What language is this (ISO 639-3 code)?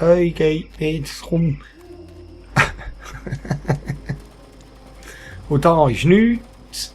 gsw